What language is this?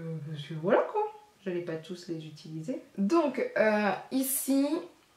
French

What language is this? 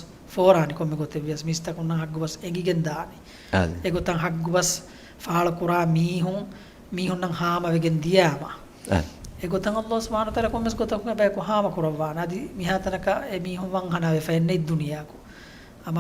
Divehi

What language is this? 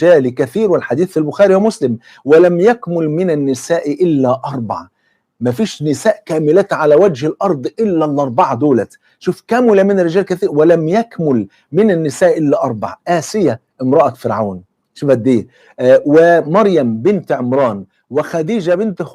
Egyptian Arabic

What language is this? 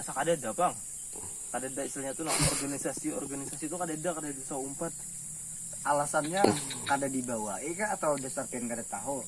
Banjar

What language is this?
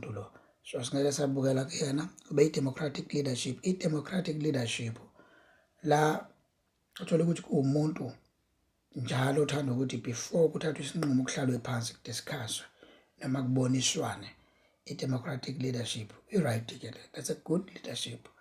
Zulu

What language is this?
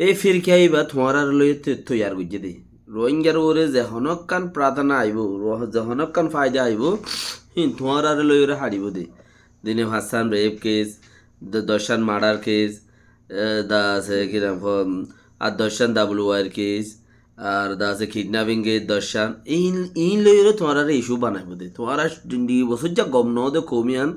Rohingya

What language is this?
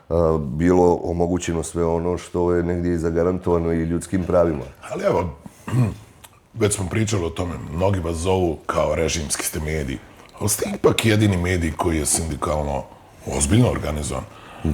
Bosnian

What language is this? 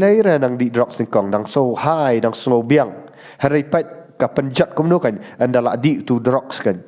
Khasi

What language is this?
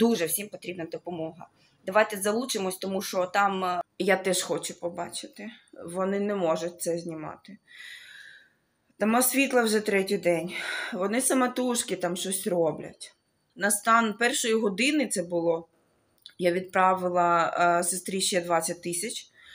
Ukrainian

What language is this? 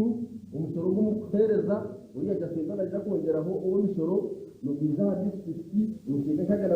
Nyankole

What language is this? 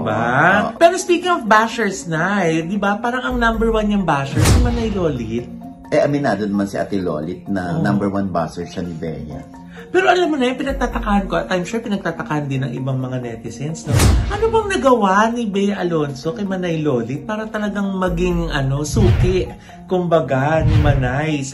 Filipino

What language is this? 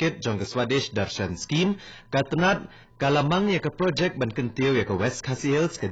Khasi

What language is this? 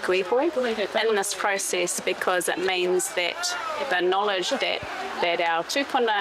Māori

